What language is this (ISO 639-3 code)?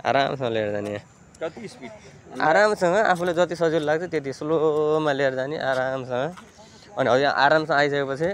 nep